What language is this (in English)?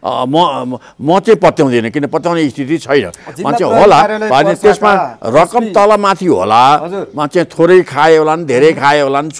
Nepali